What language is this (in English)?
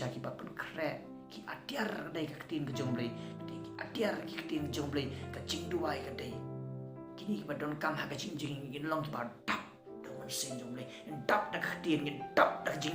Khasi